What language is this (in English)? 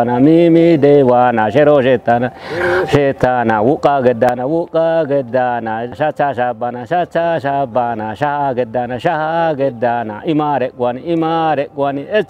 Kafa